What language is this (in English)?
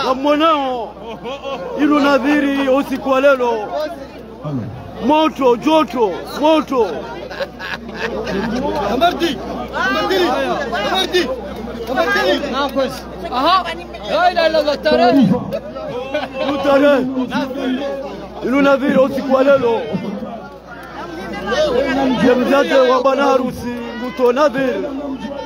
Swahili